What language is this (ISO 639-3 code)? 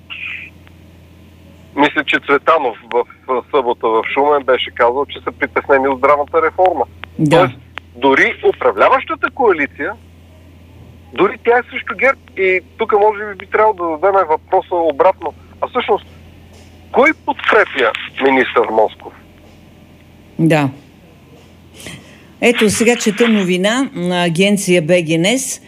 bul